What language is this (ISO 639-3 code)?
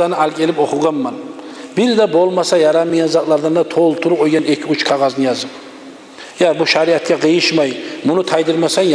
kum